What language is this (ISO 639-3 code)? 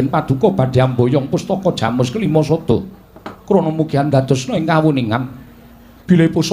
jav